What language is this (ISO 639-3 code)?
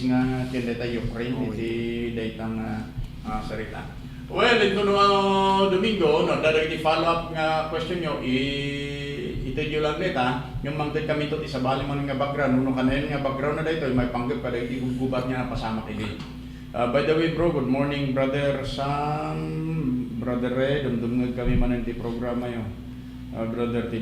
ilo